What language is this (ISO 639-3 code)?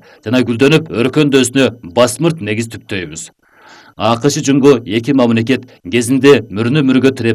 kir